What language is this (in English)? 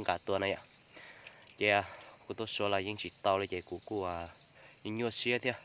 Hmong